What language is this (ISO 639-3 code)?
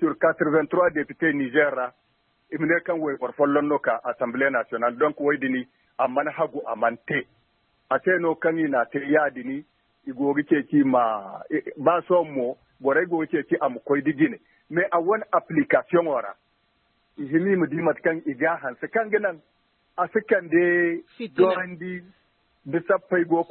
dje